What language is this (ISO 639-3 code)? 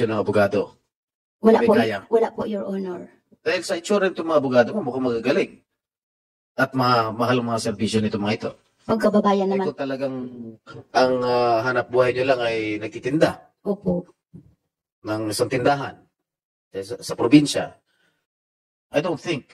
fil